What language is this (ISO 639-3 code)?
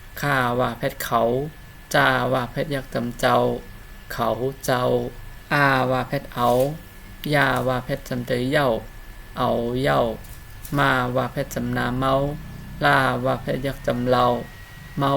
shn